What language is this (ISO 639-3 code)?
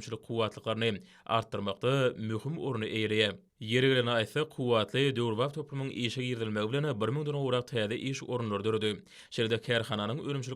tuk